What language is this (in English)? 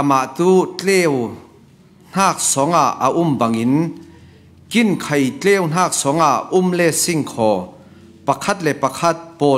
Falam Chin